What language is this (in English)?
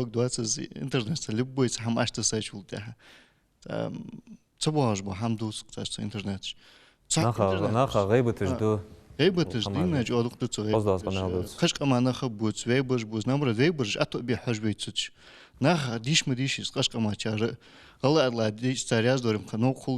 Ingush